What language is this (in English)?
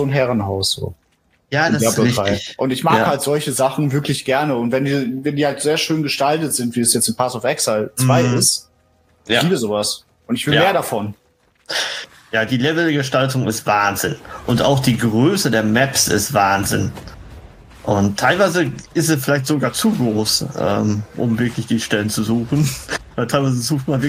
German